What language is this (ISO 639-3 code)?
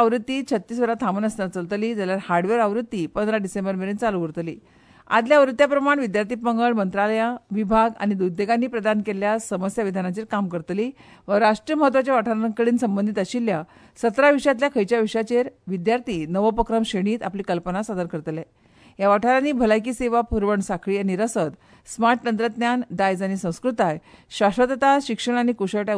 kok